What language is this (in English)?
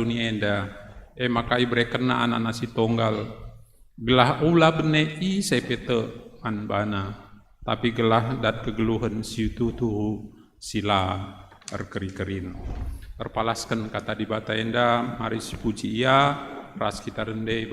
Batak Karo